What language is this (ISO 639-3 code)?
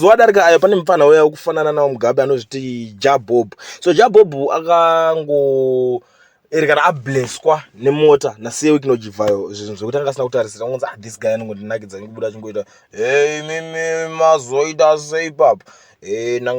sna